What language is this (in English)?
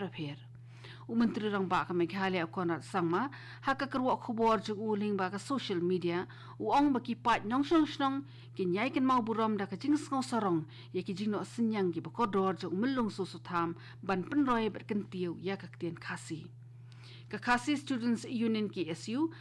Khasi